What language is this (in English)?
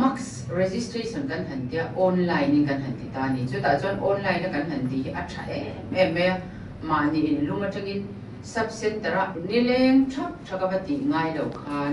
Mizo